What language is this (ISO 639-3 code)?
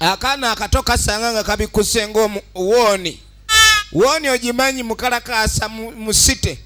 lug